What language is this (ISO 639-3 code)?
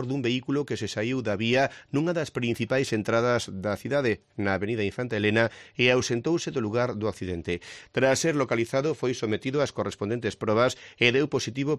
glg